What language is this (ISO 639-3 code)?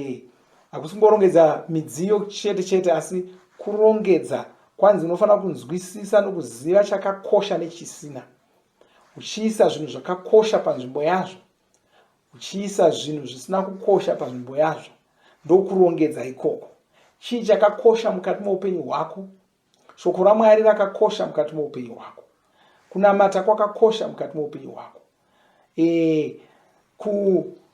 sna